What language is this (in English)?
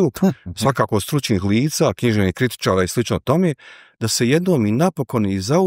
Bosnian